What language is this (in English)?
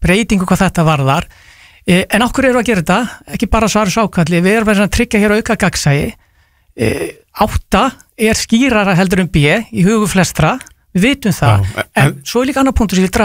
Icelandic